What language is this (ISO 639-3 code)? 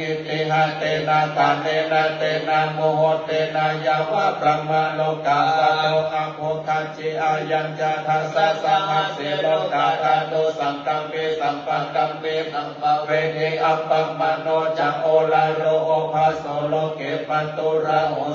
pli